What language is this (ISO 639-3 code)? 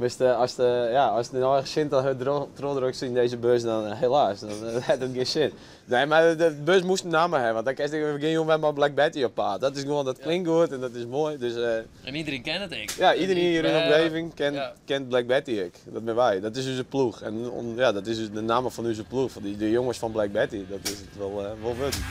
fry